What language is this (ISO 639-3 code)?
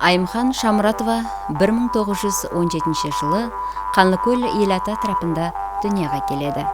kaa